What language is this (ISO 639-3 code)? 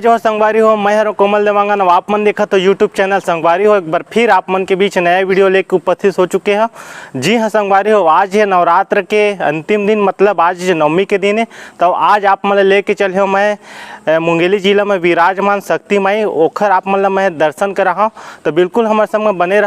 hne